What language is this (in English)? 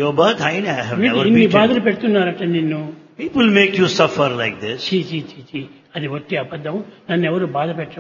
Telugu